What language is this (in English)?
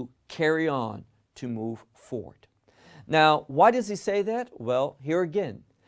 English